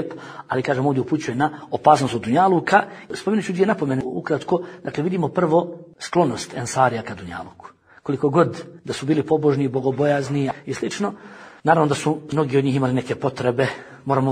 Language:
Bosnian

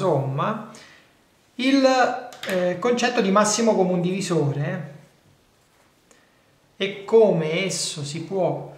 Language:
Italian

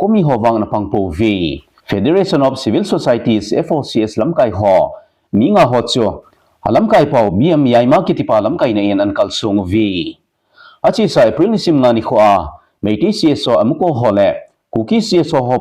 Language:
Thado Chin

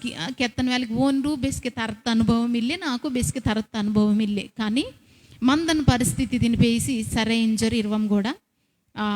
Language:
Koya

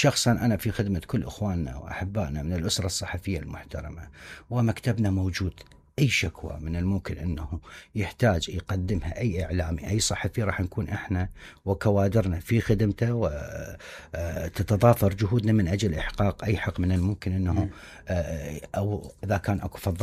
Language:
Mesopotamian Arabic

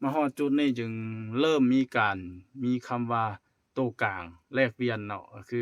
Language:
Lao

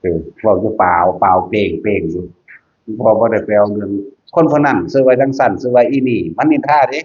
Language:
Northeastern Thai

